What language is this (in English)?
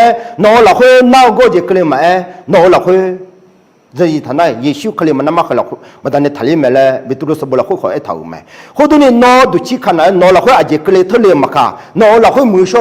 Akha